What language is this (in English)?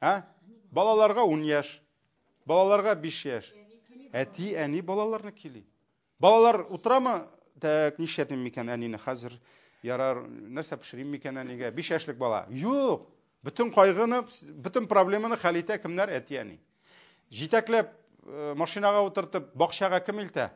Tatar